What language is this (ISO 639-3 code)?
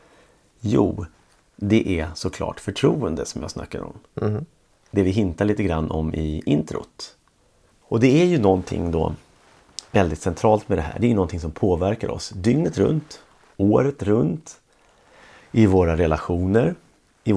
swe